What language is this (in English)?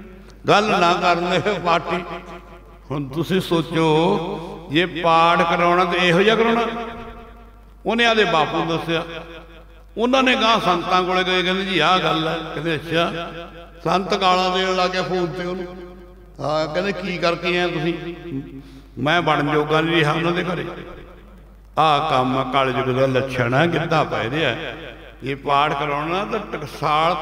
Punjabi